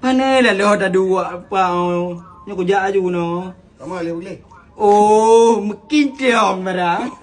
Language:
Achinese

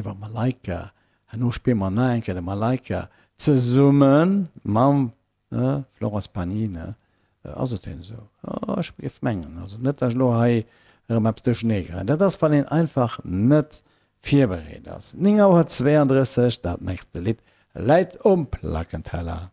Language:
Luxembourgish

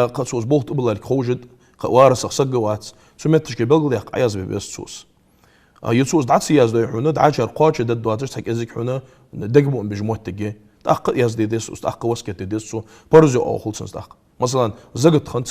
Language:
Ingush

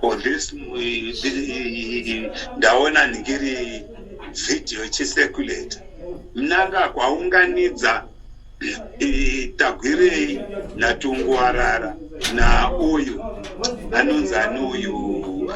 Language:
Shona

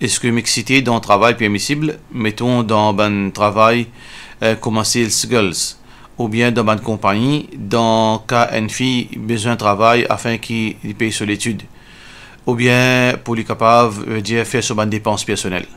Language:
Morisyen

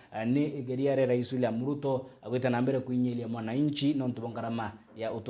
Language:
Meru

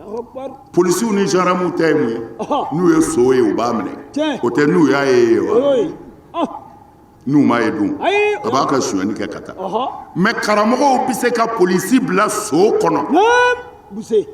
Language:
Bambara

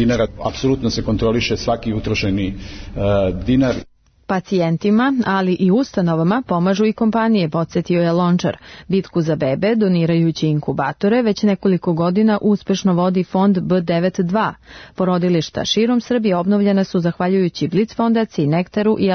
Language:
Serbian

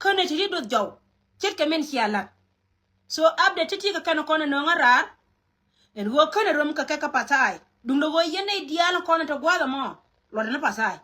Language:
Nuer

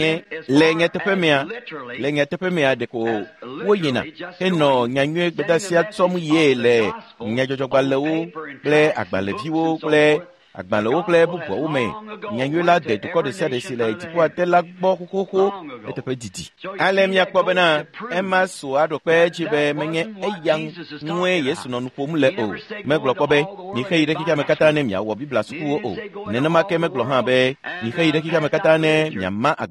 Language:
Ewe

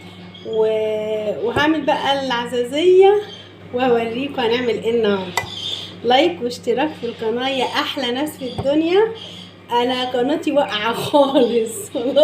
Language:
Egyptian Arabic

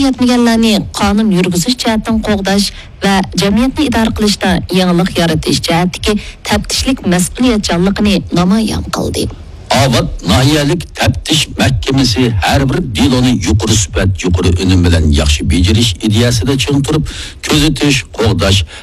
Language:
Uyghur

